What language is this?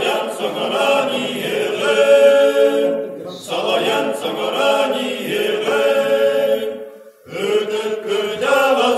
Yakut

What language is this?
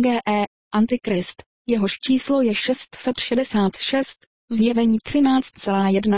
Czech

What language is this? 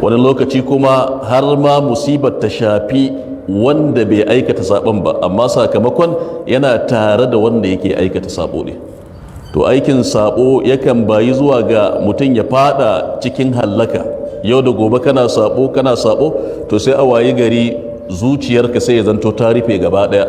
Hausa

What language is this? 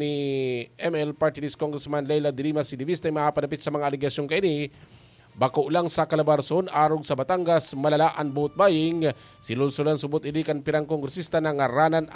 Bikol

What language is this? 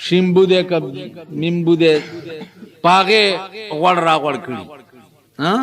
Pashto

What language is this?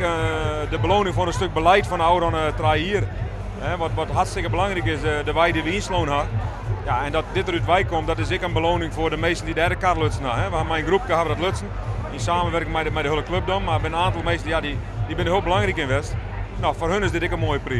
Western Frisian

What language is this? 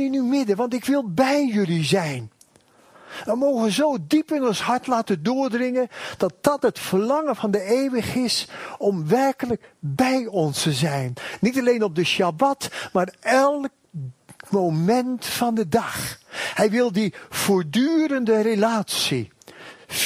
Dutch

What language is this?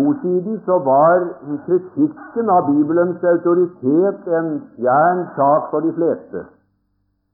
Norwegian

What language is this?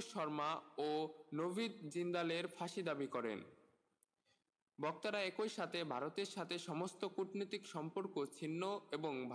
Bangla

